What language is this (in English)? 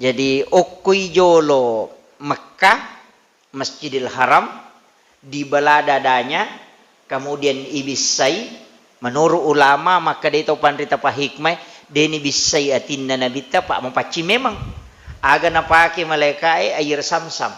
Buginese